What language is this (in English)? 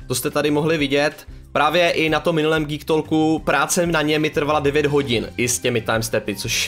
Czech